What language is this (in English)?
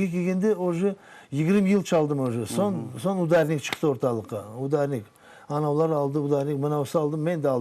Crimean Tatar